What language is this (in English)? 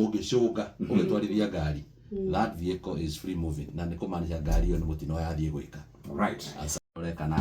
Kikuyu